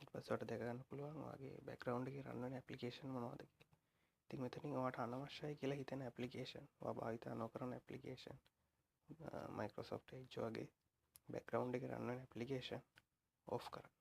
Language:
Sinhala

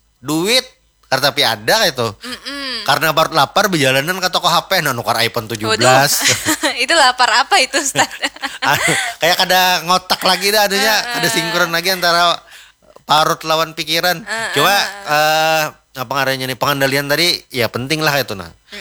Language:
Banjar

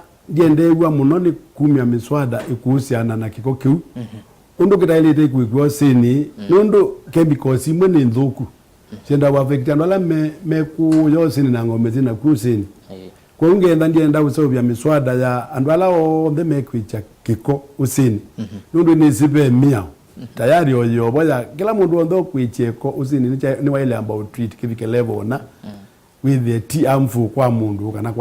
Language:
Kamba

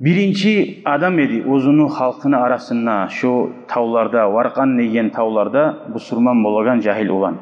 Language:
Kumyk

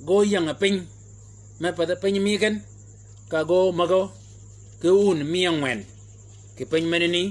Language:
Shilluk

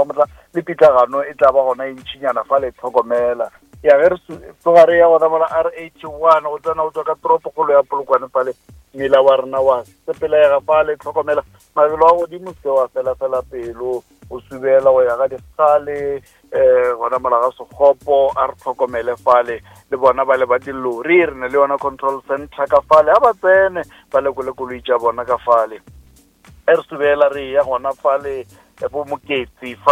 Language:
Northern Sotho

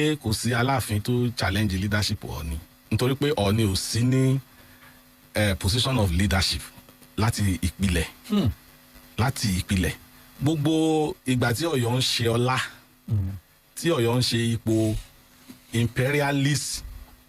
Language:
Yoruba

